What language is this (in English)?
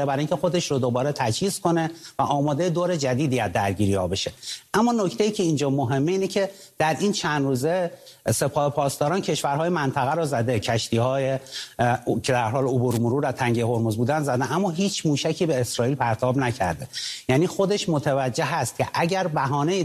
Persian